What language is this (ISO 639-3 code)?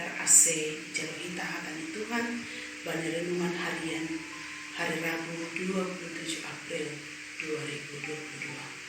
bts